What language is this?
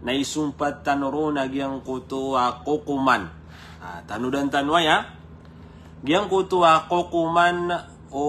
Maranao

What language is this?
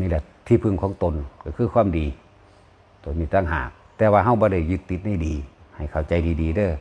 Northeastern Thai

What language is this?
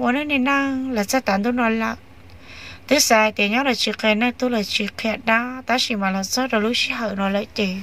Hmong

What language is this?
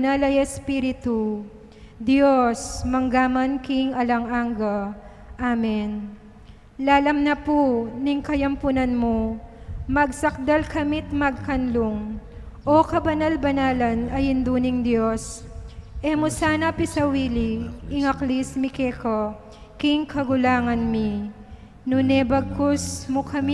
Pampanga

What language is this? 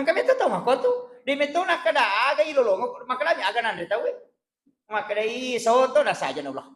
Buginese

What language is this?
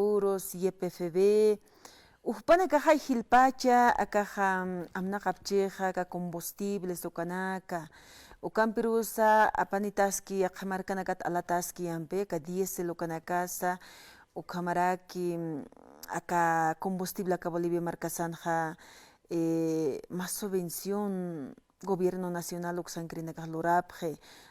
Aymara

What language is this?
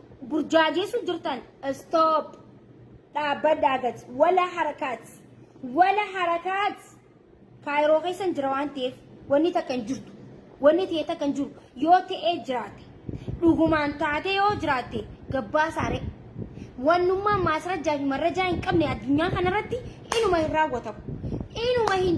Oromo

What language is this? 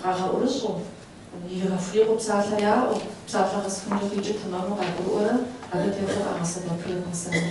Kabardian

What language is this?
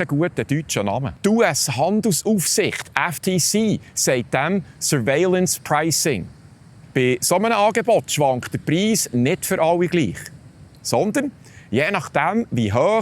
Swiss German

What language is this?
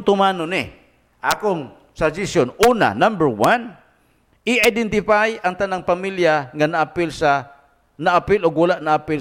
Cebuano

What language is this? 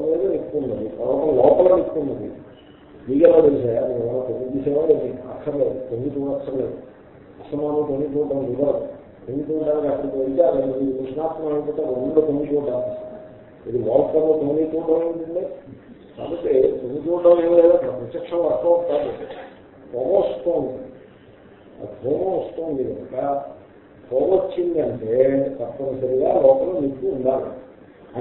Telugu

